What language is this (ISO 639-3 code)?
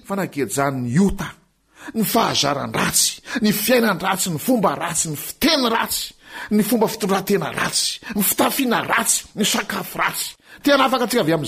mlg